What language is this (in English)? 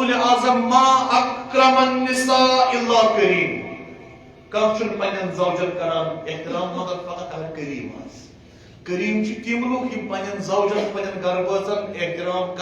Kashmiri